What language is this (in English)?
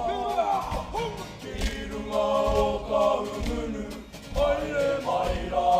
Māori